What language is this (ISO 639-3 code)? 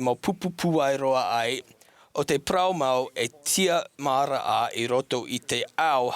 tah